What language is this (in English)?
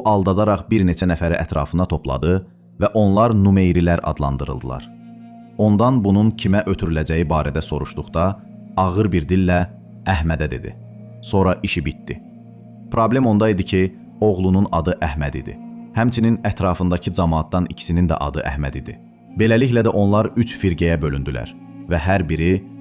Azerbaijani